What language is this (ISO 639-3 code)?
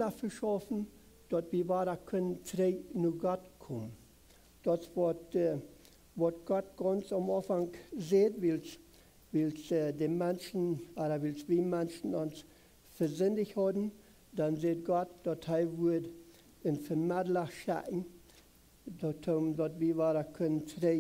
pdt